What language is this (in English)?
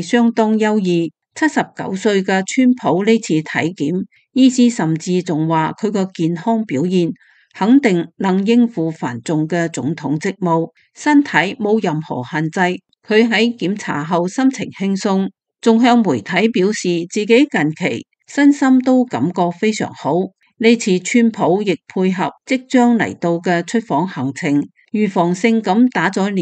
Cantonese